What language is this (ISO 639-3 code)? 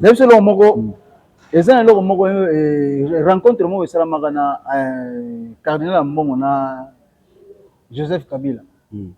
lin